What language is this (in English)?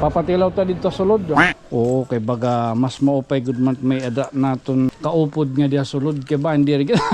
Waray